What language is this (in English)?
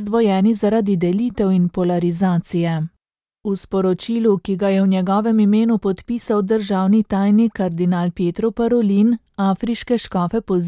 Slovenian